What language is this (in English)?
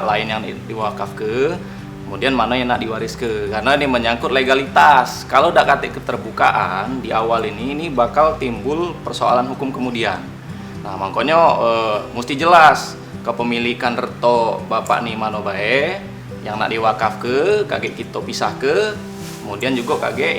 Musi